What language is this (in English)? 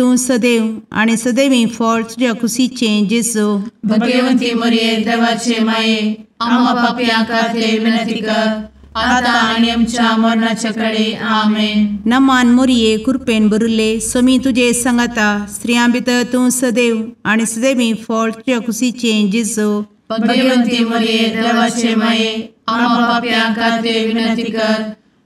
Konkani